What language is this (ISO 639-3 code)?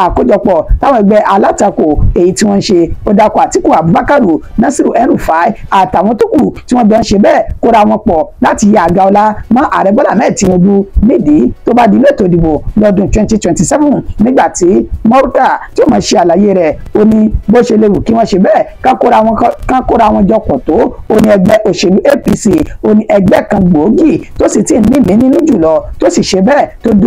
yor